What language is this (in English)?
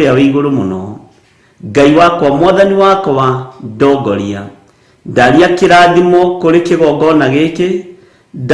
Kikuyu